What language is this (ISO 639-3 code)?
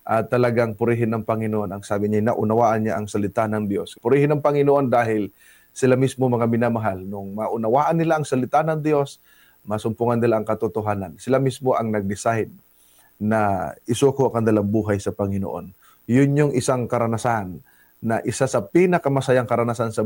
fil